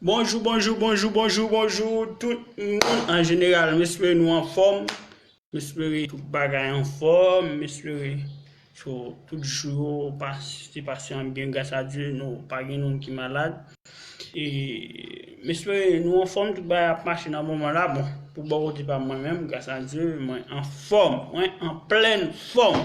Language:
Haitian Creole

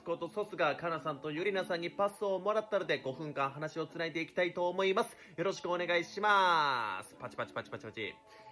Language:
Japanese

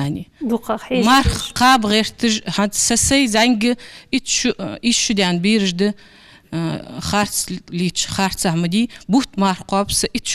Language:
Ingush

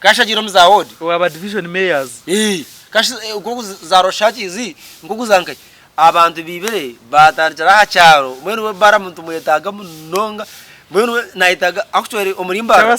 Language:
Nyankole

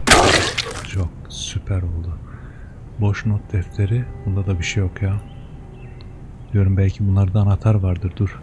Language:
Turkish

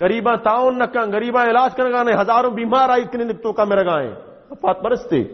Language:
Baluchi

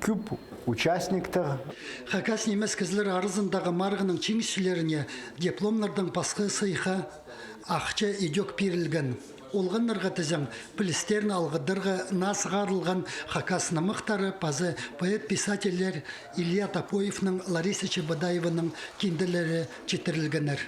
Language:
Khakas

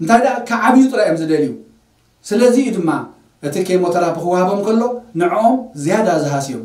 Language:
Tigrinya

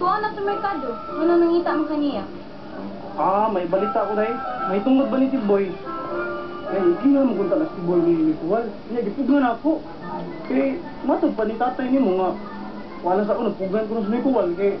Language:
Cebuano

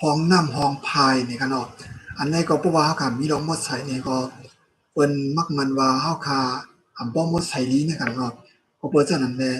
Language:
Shan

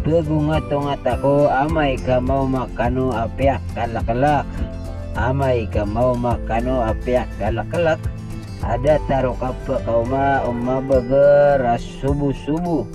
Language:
Maranao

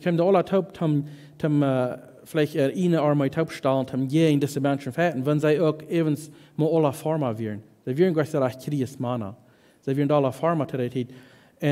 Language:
Plautdietsch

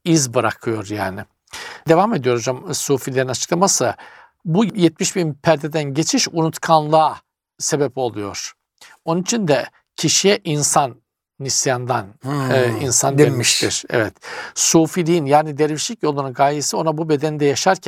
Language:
Turkish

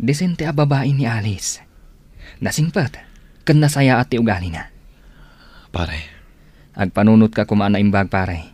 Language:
Iloko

